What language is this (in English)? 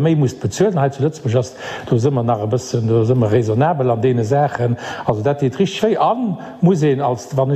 Luxembourgish